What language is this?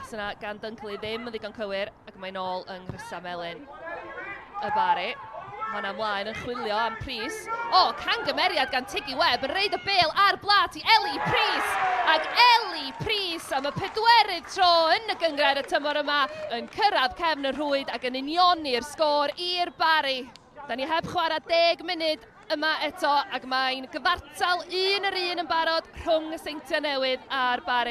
Welsh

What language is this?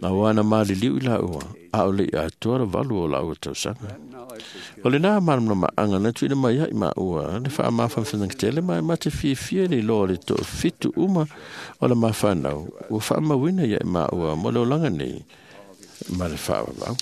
Samoan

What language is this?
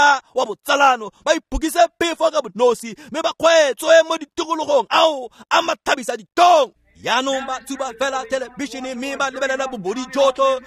Tswana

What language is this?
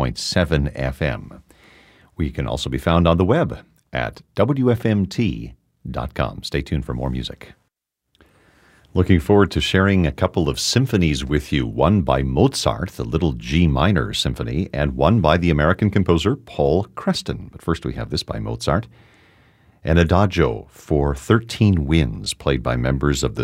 English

